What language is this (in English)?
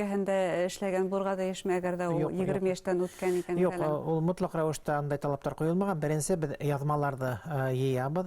Bashkir